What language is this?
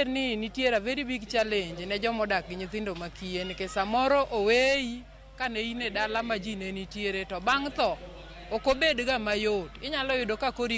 Luo (Kenya and Tanzania)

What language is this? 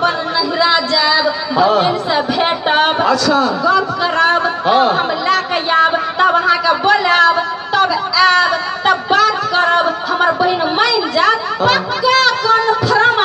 Maithili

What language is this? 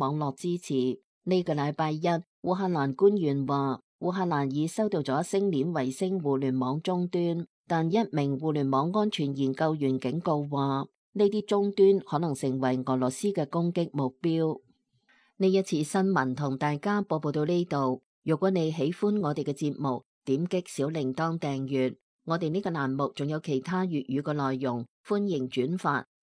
Cantonese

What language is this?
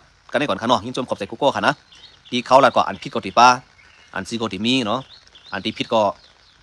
Shan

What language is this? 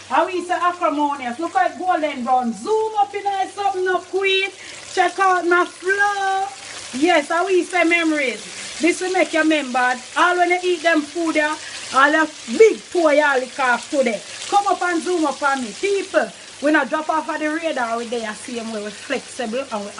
Jamaican Creole English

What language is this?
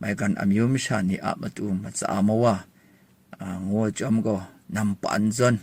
Kachin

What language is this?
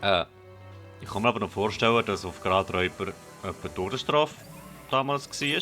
Swiss German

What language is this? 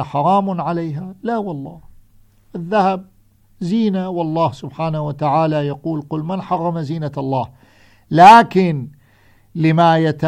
Arabic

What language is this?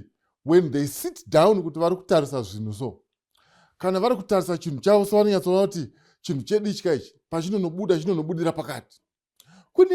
Shona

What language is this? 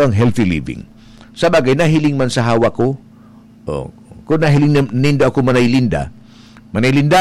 Bikol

